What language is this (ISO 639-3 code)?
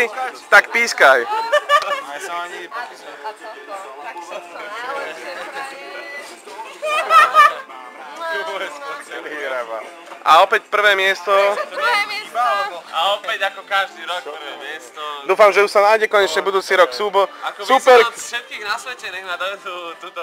slk